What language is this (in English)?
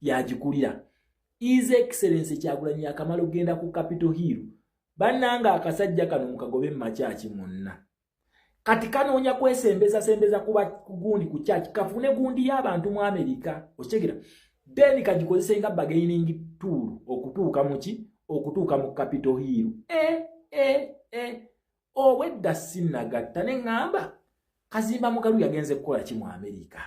Ganda